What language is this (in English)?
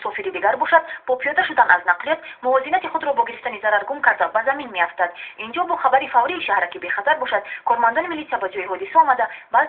Tajik